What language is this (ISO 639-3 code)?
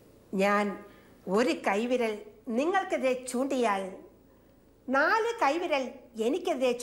mal